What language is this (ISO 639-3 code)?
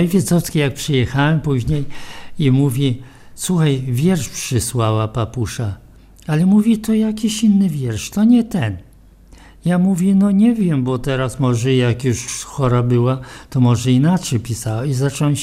pol